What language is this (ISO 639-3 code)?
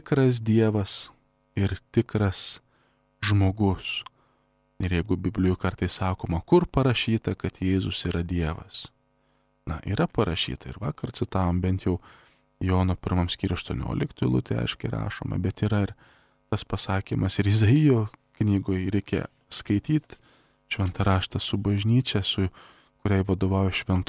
lit